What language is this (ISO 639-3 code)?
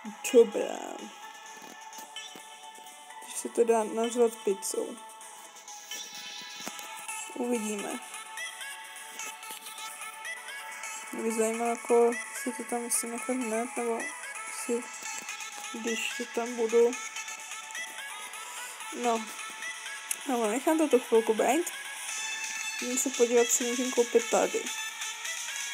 ces